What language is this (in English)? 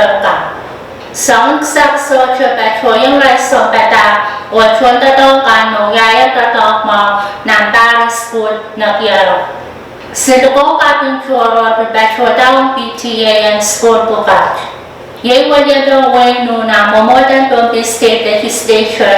Pohnpeian